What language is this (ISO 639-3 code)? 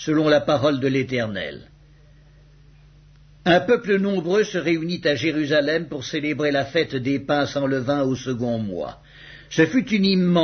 fra